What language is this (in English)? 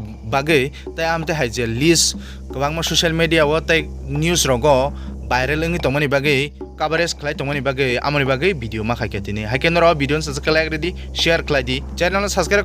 Kok Borok